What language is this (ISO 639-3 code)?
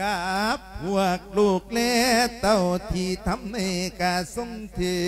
lao